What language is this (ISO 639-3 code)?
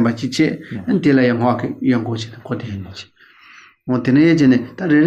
bod